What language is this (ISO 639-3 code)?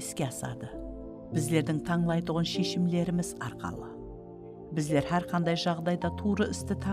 kaa